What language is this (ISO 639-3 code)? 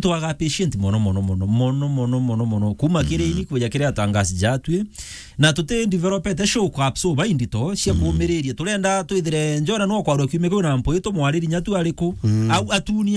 mer